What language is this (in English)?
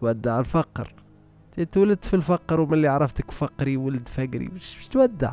Tunisian Arabic